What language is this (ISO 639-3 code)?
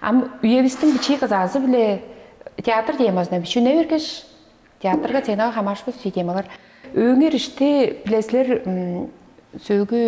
tyv